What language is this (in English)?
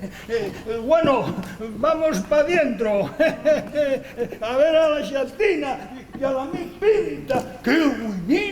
Asturian